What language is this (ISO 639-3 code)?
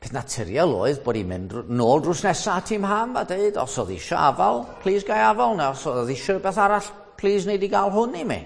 cym